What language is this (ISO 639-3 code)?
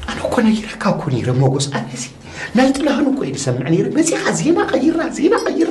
tir